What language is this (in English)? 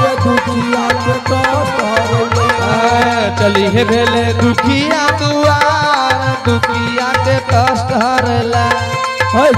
Angika